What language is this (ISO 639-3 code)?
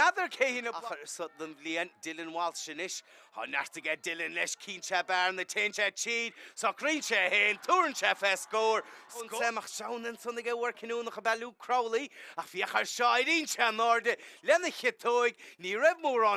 gle